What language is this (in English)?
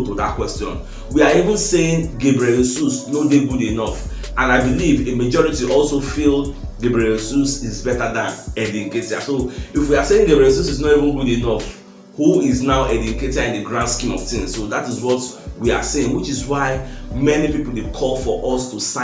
Nigerian Pidgin